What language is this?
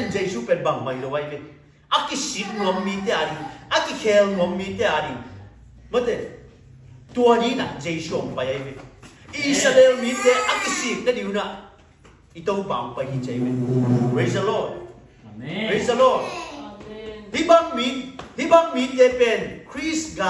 Tedim Chin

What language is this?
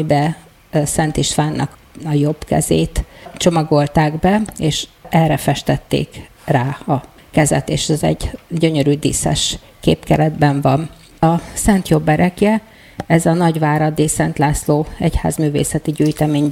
Hungarian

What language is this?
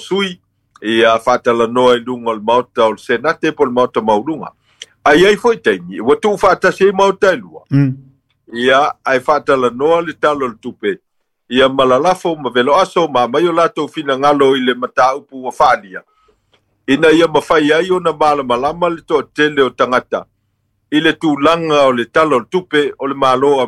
Samoan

